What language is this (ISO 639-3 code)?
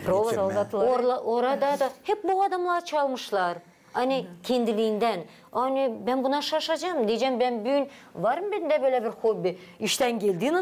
gag